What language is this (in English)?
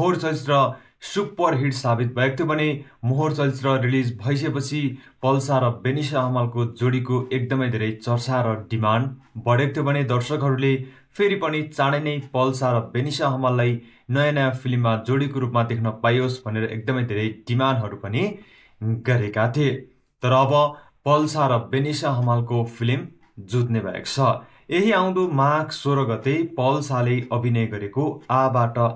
Nepali